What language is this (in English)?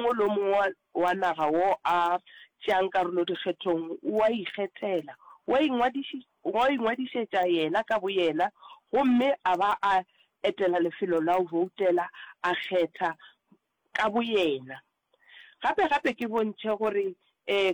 Northern Sotho